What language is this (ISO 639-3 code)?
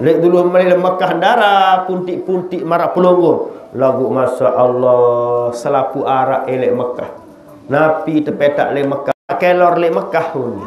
sas